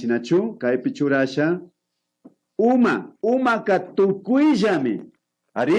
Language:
Imbabura Highland Quichua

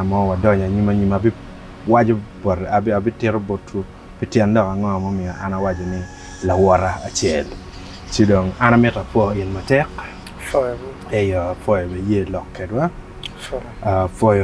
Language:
Acoli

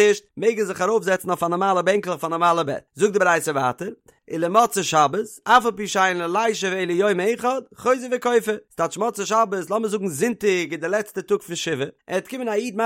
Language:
Yiddish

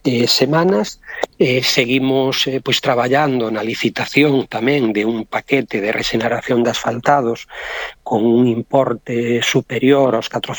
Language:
Galician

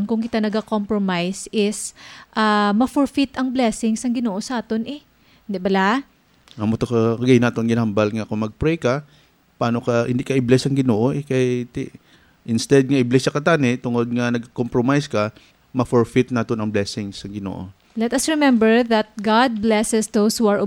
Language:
Hiligaynon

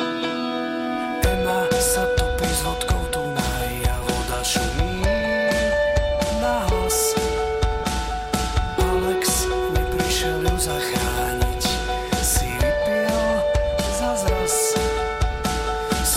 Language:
Slovak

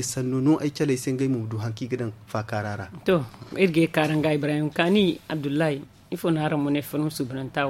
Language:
Zarma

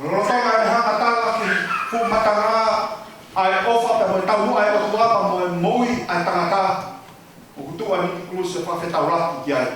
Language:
Tongan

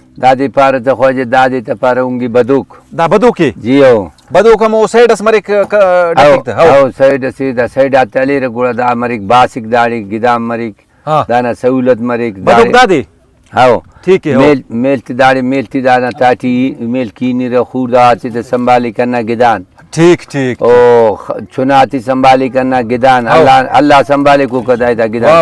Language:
Brahui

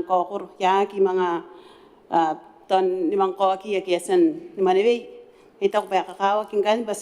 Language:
Gilbertese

